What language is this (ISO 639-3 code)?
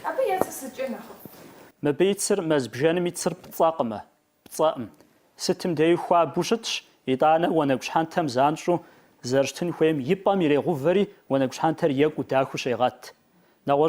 kbd